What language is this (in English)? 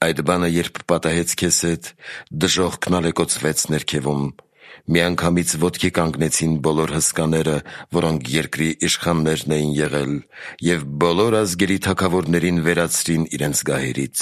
Armenian